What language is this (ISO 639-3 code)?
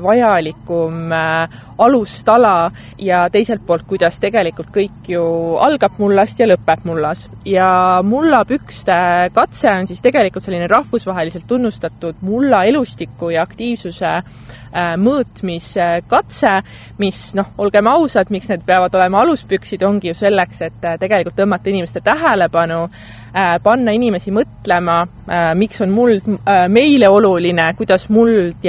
est